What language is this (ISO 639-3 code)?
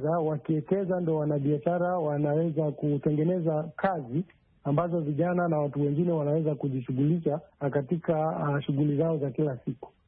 swa